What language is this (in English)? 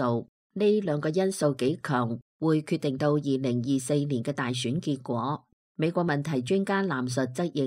Cantonese